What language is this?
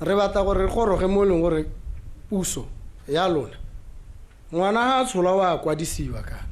Tswana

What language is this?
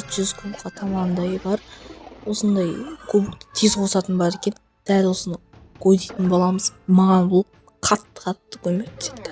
Kazakh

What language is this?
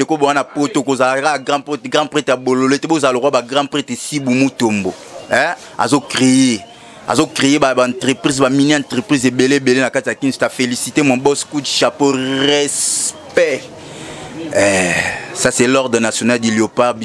Lingala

